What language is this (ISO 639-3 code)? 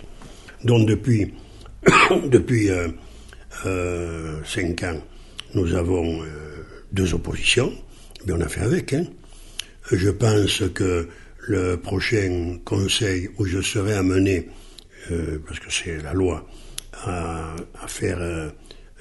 fra